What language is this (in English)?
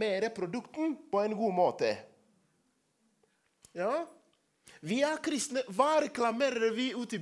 Norwegian